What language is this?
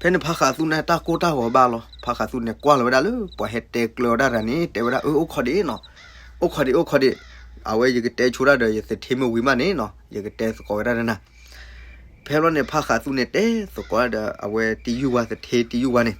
S'gaw Karen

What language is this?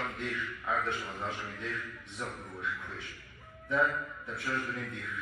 Kabardian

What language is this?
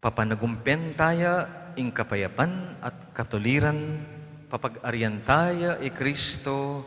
Pampanga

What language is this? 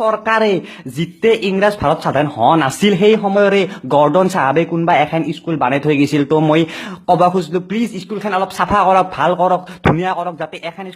Assamese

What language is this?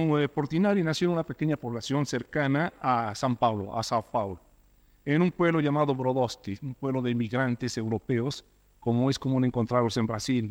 Spanish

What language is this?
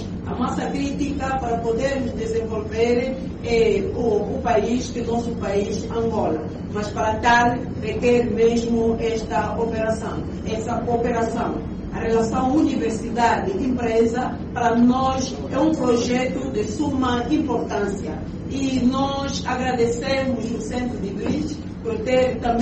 Portuguese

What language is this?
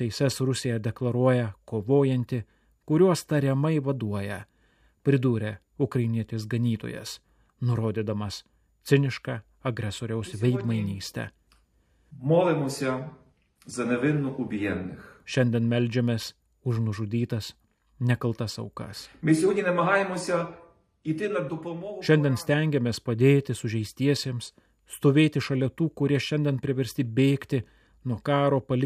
Lithuanian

